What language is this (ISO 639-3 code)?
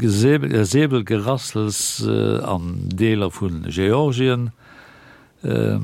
ltz